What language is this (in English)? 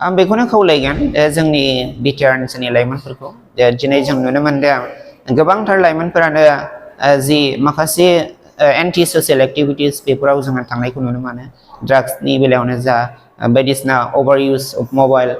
Bodo